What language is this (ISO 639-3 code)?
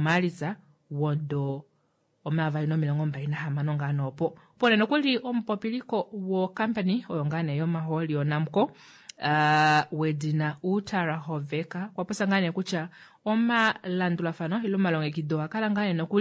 kua